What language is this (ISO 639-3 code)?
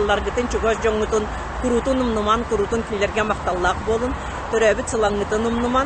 sah